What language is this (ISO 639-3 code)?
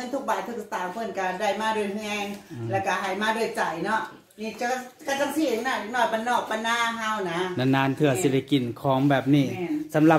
tts